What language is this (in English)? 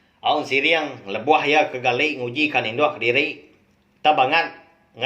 Iban